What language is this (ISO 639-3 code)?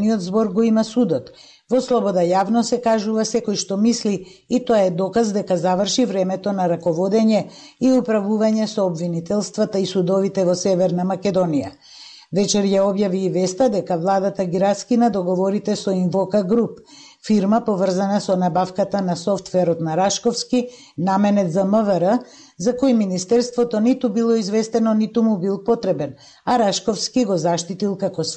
mkd